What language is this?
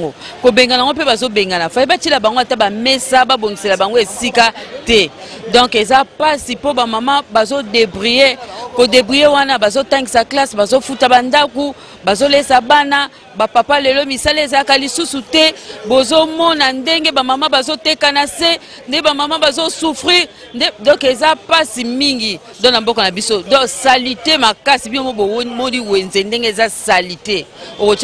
Lingala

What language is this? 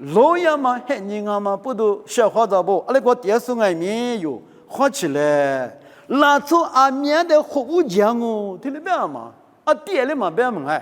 Lisu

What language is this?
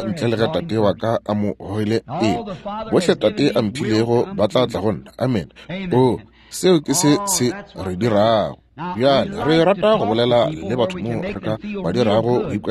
Northern Sotho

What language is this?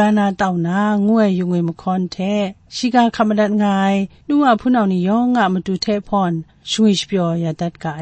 Kachin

